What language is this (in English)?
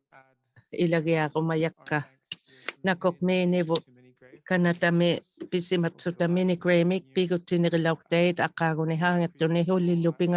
Inuktitut